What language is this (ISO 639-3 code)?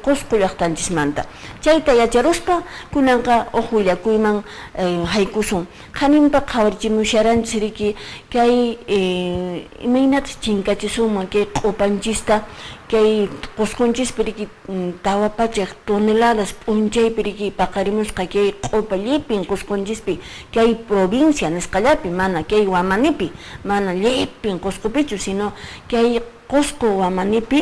que